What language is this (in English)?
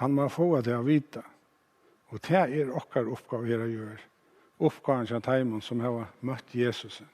Faroese